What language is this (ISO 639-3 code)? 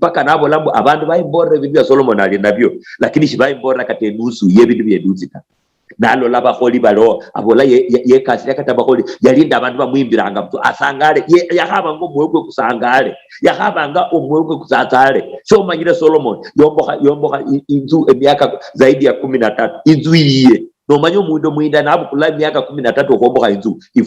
luy